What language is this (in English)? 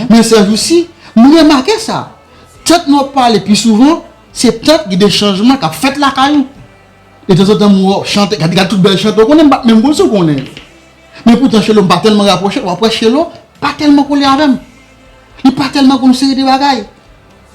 Haitian Creole